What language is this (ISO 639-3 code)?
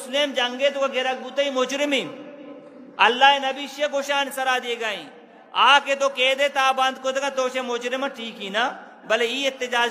bgp